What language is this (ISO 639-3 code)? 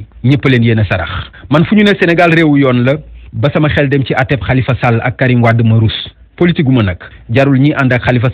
wol